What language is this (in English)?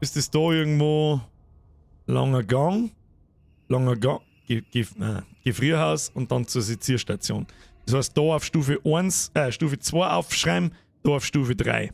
Bavarian